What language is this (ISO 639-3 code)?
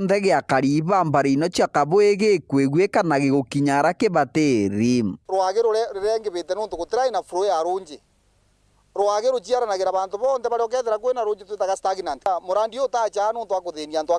mer